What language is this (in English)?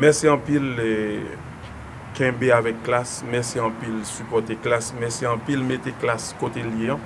Haitian Creole